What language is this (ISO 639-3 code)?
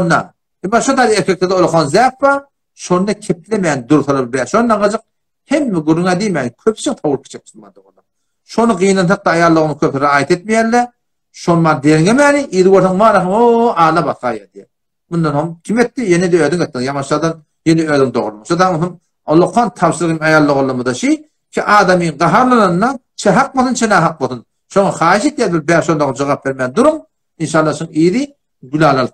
tuk